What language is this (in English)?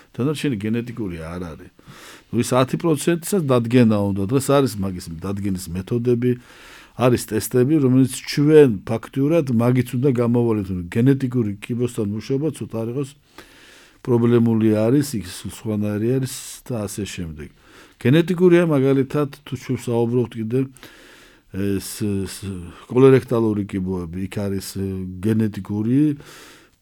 Georgian